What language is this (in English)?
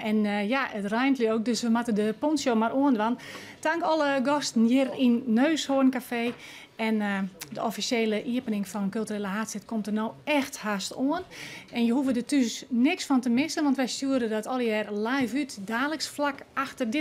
Western Frisian